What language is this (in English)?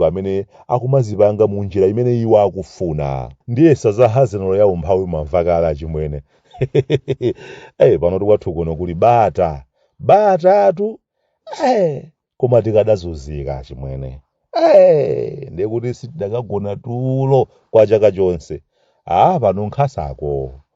Nyanja